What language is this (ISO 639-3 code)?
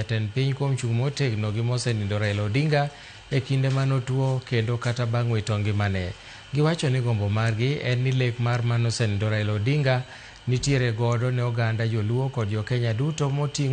luo